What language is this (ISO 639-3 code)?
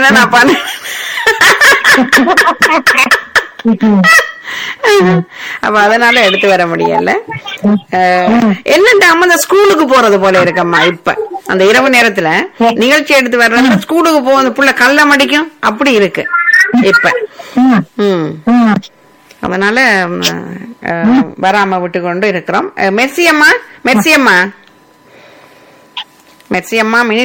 tam